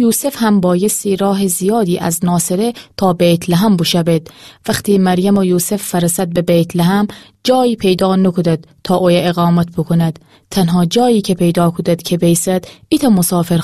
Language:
Gilaki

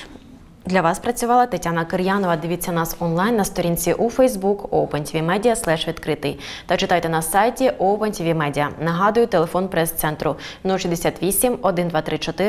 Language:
Ukrainian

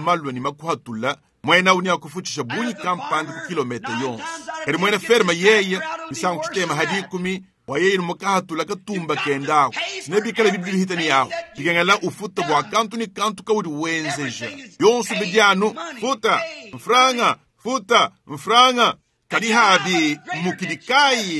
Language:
Luba-Lulua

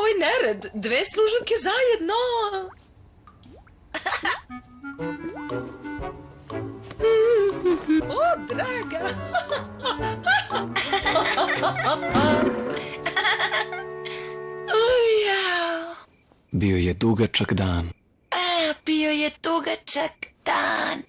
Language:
Serbian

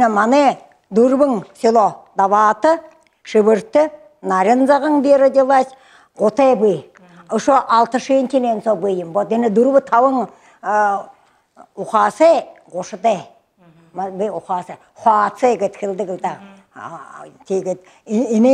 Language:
Buriat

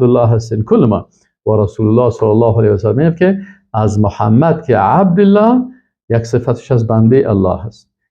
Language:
Persian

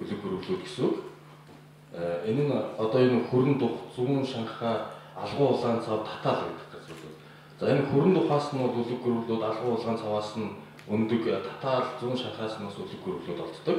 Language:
Mongolian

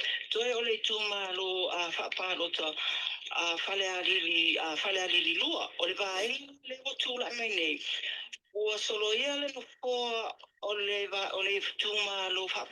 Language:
Samoan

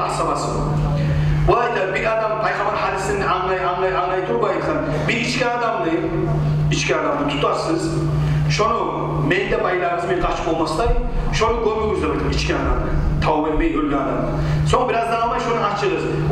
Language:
Kumyk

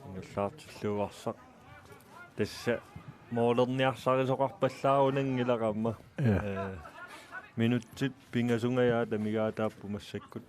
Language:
Kalaallisut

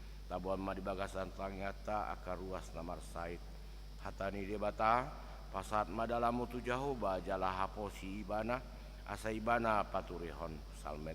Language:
Batak Toba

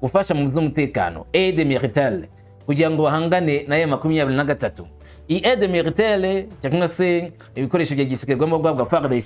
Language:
Kinyarwanda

